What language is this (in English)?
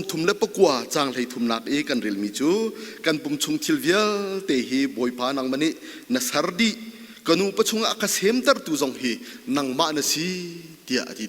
Hakha Chin